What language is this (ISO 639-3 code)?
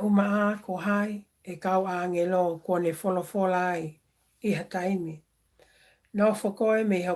ton